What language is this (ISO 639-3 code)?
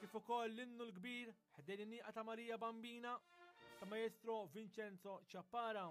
mlt